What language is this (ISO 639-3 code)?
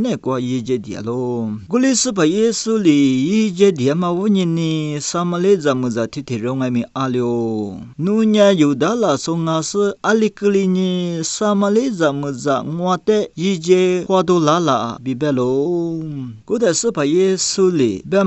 lis